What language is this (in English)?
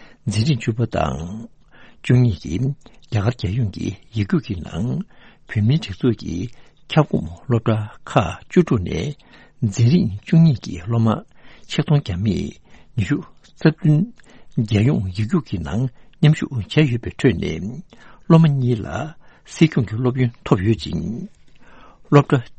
Tibetan